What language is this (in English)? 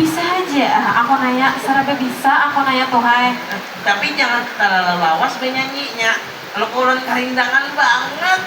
Banjar